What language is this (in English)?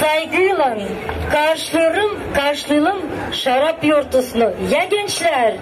Gagauz